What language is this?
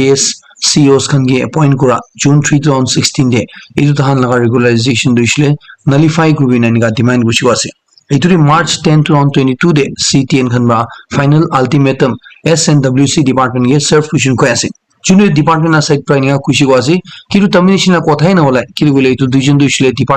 Naga Pidgin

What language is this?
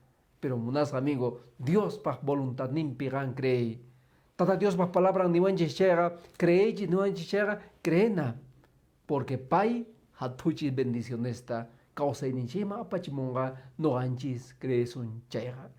Quechua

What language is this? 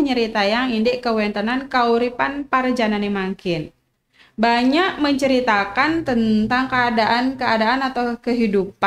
Balinese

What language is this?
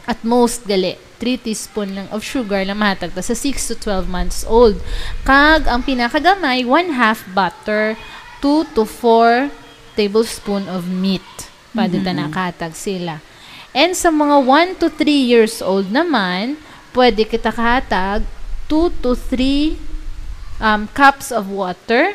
Hiligaynon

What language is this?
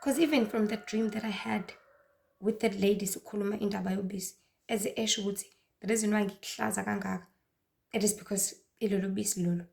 Zulu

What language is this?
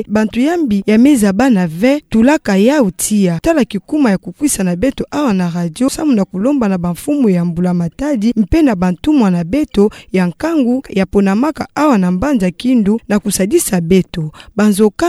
Kituba (Democratic Republic of Congo)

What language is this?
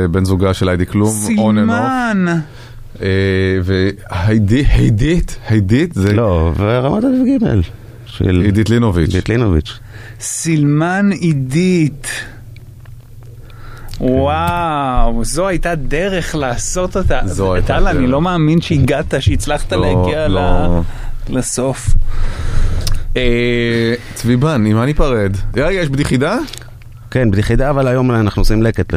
Hebrew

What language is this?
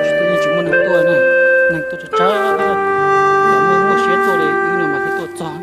Hmong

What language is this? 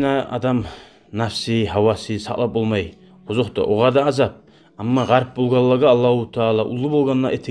Kumyk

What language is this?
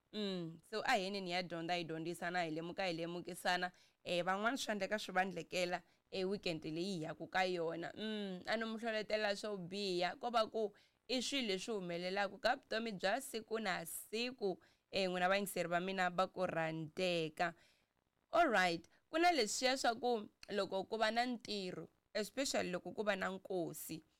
Tsonga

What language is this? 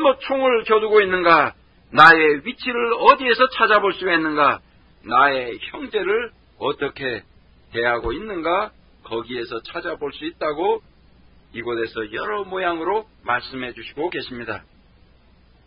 Korean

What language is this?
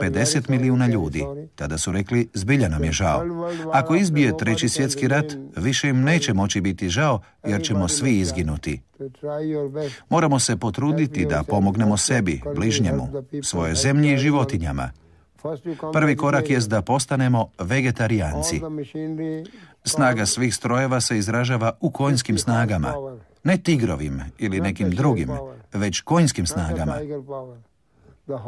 Croatian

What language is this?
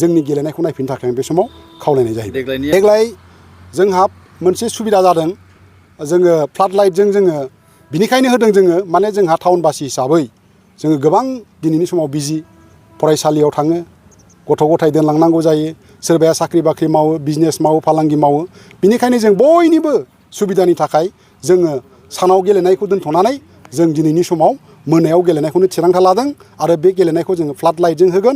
Bodo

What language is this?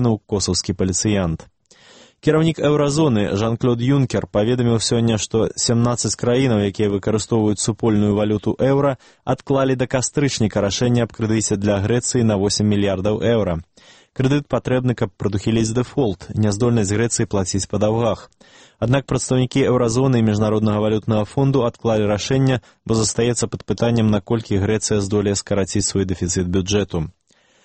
Belarusian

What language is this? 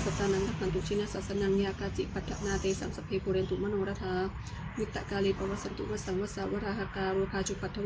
Pali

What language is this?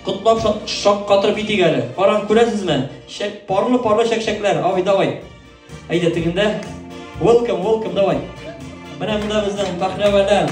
Tatar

